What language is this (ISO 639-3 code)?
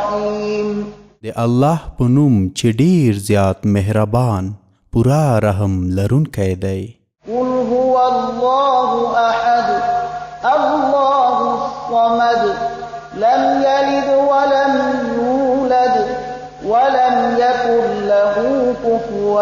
pus